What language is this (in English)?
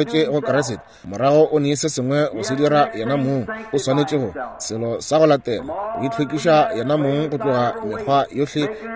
Northern Sotho